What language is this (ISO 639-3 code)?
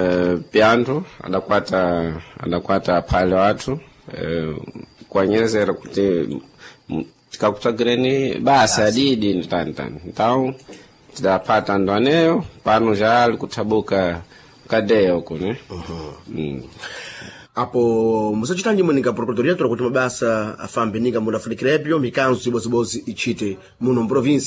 seh